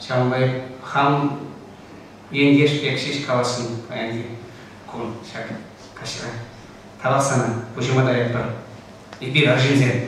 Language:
Chuvash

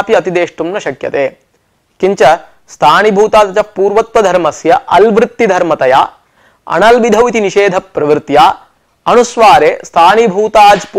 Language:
Sanskrit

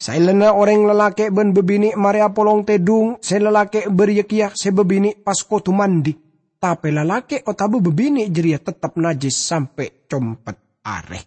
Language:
Madurese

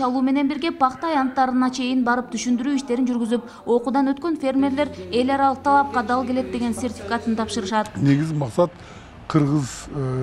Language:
Kyrgyz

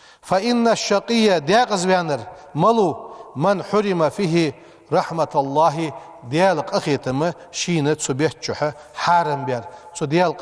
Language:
Ingush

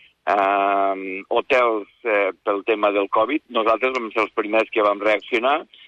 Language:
Catalan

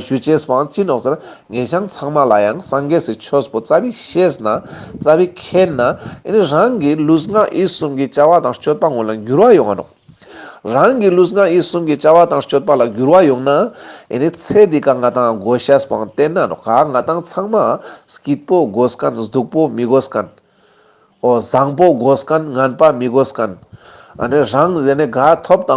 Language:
Ladakhi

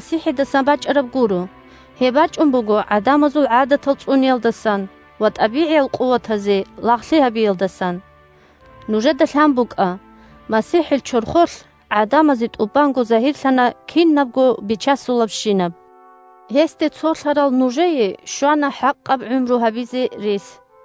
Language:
Avaric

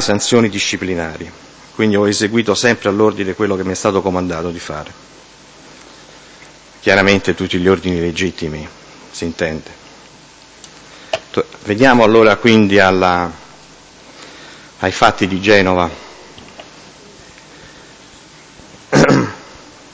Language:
Italian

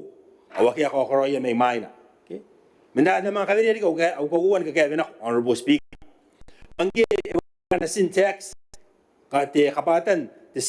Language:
Gilbertese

